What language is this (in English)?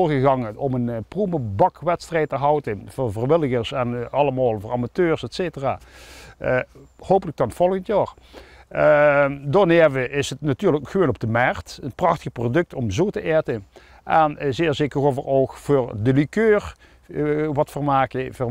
Limburgish